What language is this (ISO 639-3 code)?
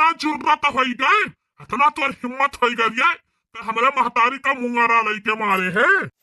bho